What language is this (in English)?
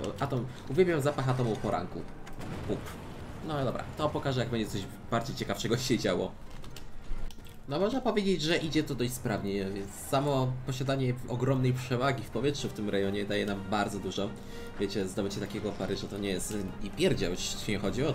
Polish